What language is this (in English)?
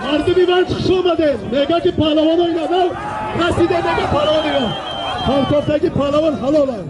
Tajik